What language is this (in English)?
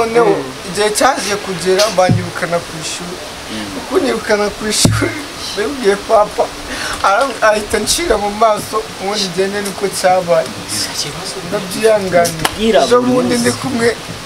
Kinyarwanda